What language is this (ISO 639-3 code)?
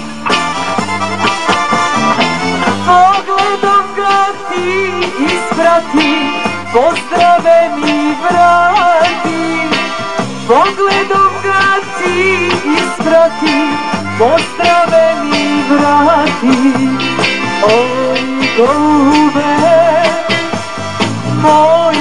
srp